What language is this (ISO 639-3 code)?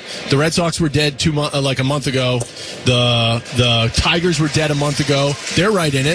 eng